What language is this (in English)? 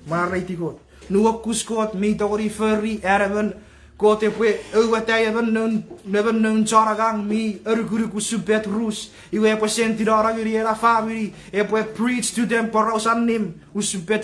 Chuukese